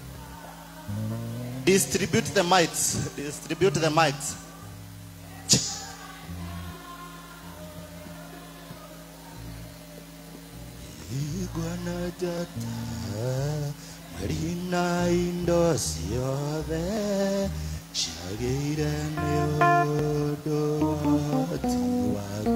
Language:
Kikuyu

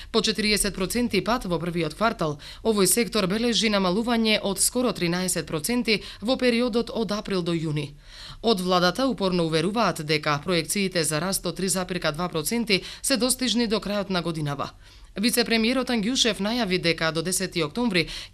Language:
Macedonian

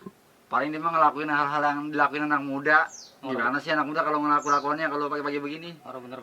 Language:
Betawi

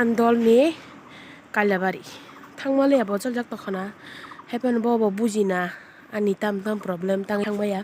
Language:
Kok Borok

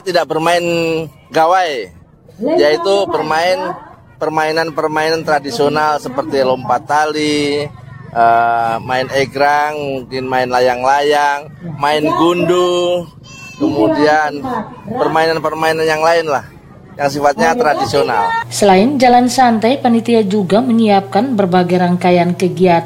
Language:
Indonesian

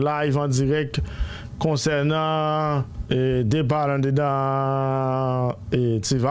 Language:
Haitian Creole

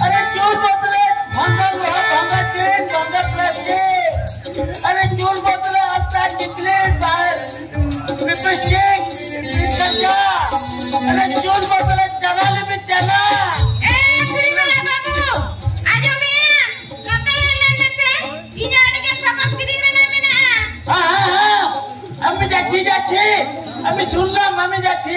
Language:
Santali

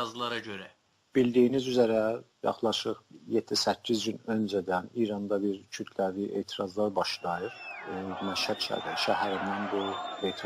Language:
South Azerbaijani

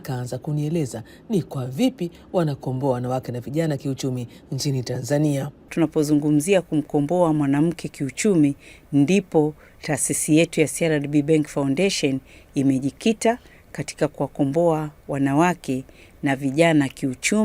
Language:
Swahili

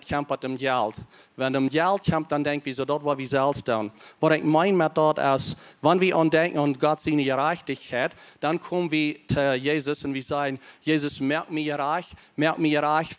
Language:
Plautdietsch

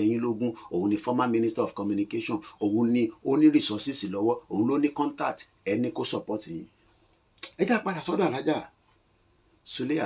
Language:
Yoruba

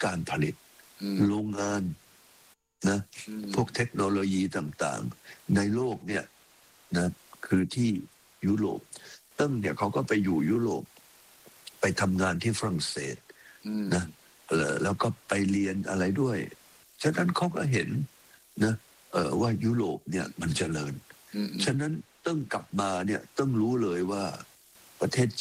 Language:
Thai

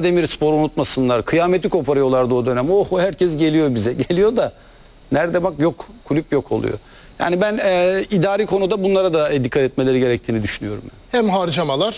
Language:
Turkish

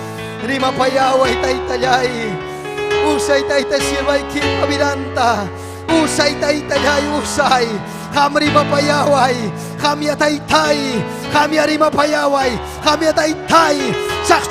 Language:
Ayacucho Quechua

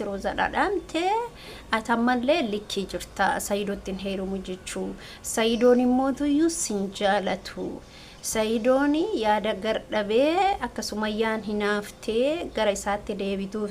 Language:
Oromo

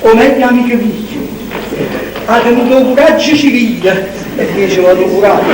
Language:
Neapolitan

